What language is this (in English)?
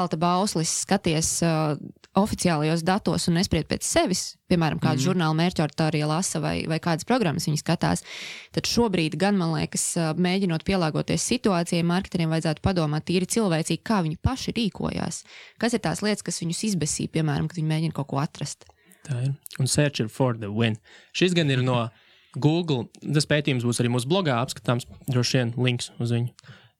Latvian